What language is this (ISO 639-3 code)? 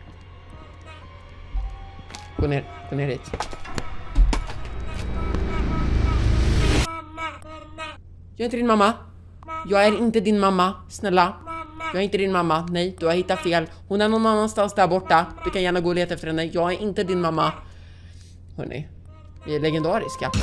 swe